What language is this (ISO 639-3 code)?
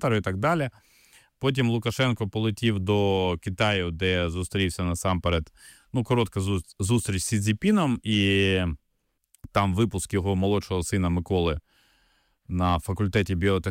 ukr